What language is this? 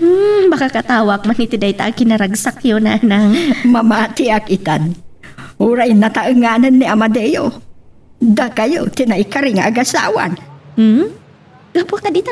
Iloko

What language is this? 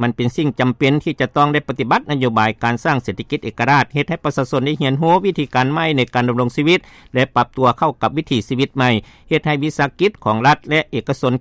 Lao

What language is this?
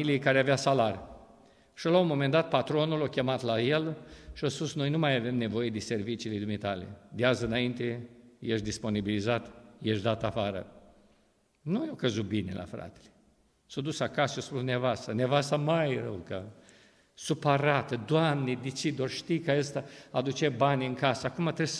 Romanian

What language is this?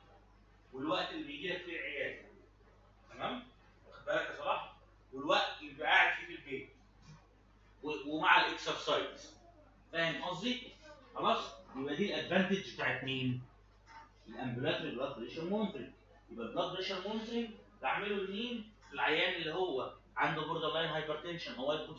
Egyptian Arabic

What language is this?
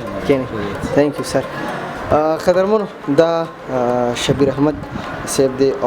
Pashto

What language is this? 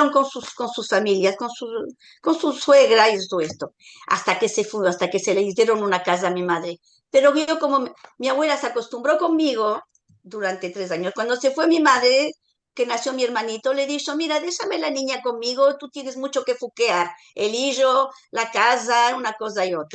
Ladino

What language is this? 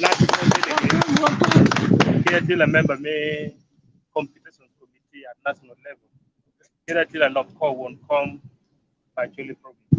Acoli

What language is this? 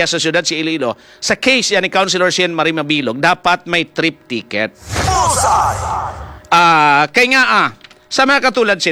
Hiligaynon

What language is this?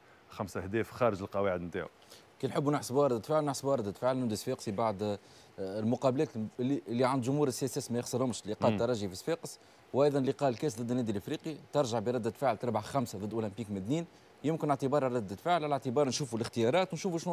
Tunisian Arabic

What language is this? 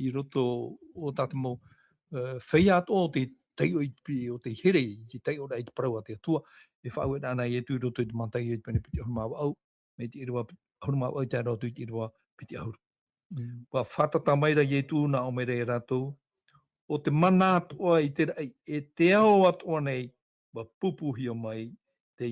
Tahitian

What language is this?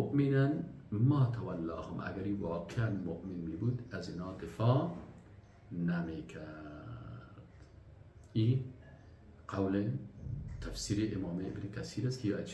Persian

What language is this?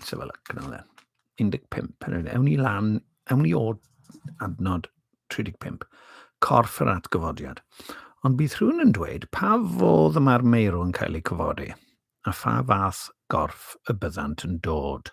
Welsh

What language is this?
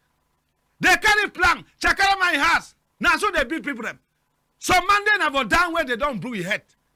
Cameroon Pidgin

